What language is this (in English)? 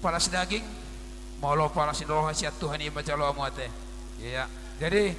Batak Toba